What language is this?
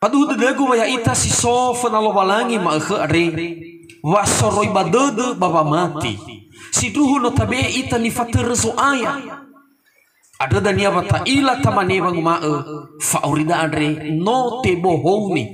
Nias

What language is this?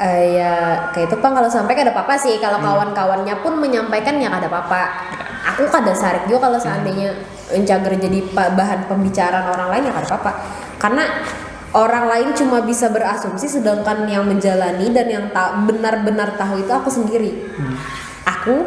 Banjar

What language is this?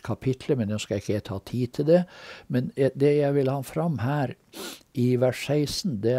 Norwegian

